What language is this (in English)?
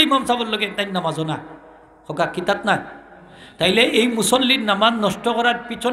Sylheti